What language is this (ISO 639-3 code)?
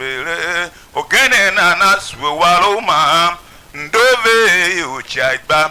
tiv